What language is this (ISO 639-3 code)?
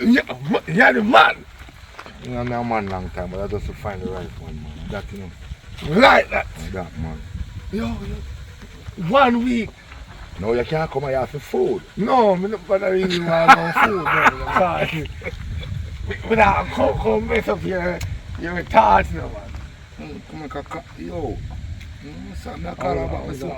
jam